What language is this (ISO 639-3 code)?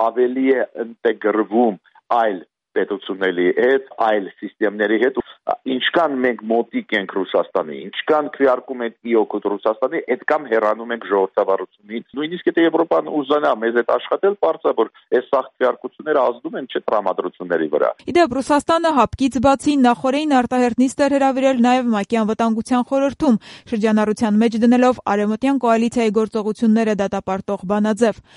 hye